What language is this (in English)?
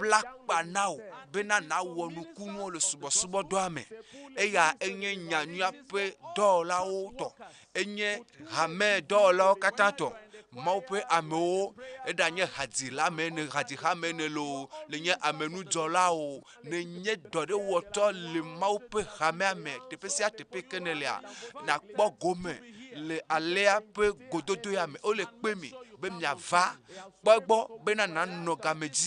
Ewe